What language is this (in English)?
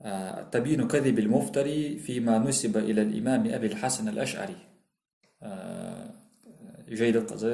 Ingush